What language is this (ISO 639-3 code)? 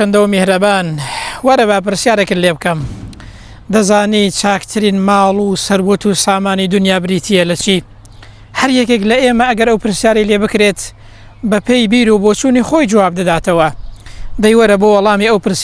ckb